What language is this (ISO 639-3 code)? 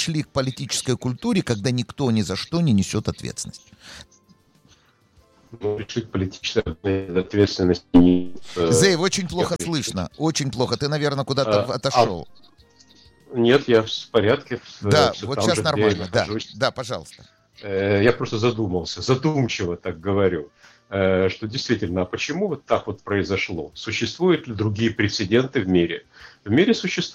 rus